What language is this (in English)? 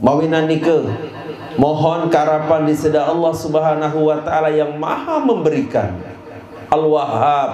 Sasak